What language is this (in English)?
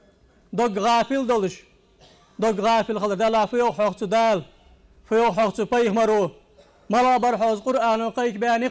Ingush